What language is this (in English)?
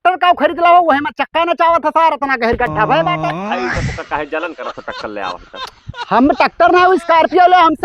Awadhi